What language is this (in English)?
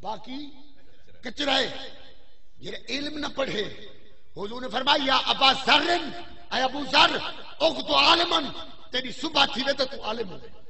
Saraiki